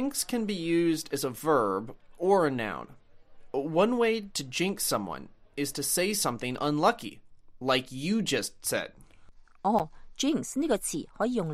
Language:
Cantonese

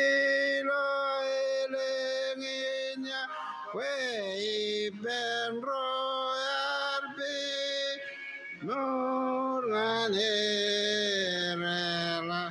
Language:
Marshallese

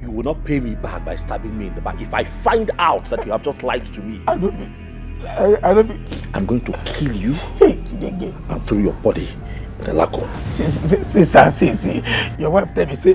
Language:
Nigerian Pidgin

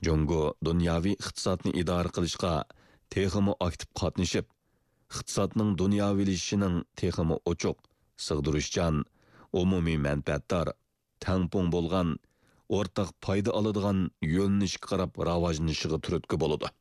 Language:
Uyghur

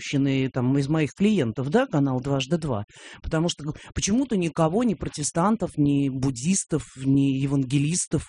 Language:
Russian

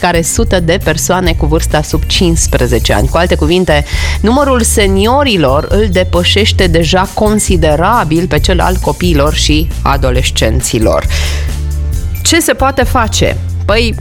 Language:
Romanian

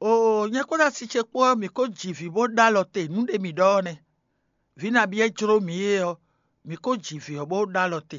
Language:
Fon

